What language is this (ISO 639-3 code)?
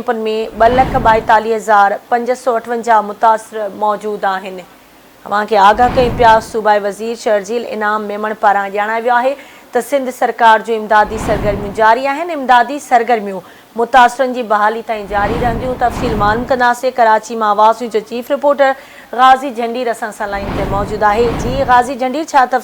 snd